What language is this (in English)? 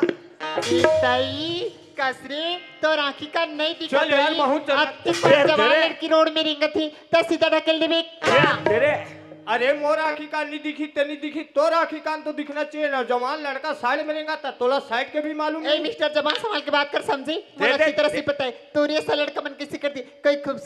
Chhattisgarhi